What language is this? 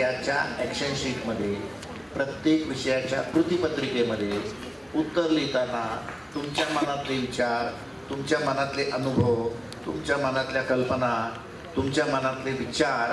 Marathi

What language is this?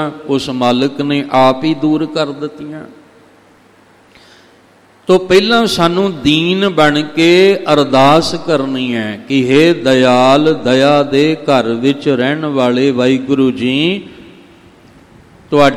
Punjabi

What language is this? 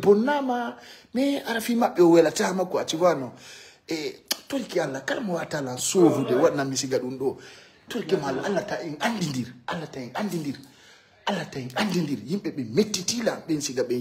Fula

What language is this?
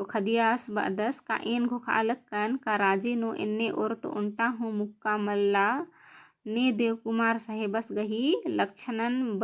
Kurukh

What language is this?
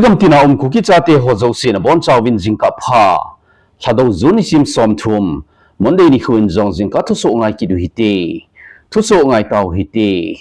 Thado Chin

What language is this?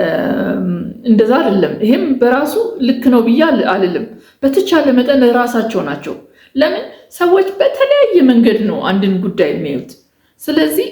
Amharic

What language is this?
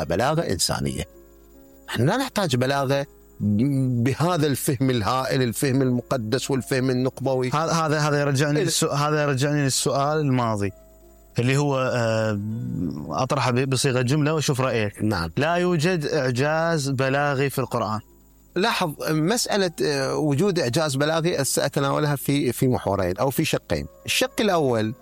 Mesopotamian Arabic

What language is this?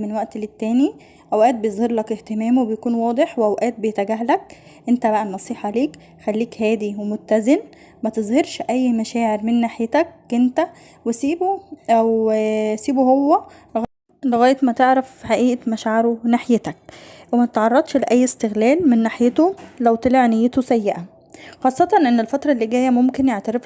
Egyptian Arabic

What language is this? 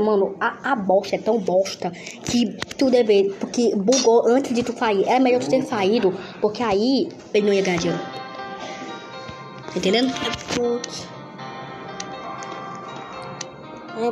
Portuguese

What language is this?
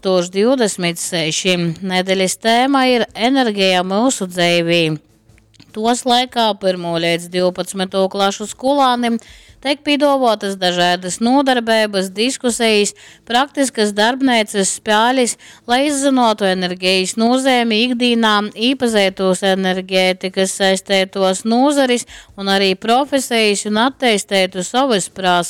Latgalian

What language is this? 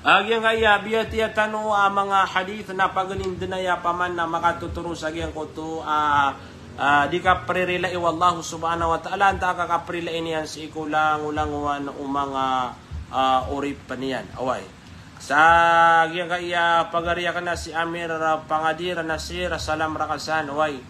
Maranao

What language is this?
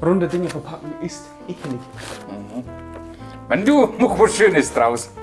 Bavarian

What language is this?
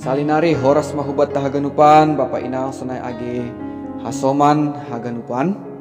Batak Simalungun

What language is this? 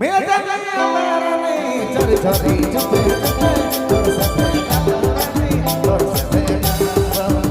Sadri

